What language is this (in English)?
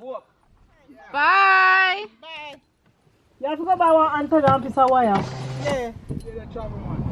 Jamaican Creole English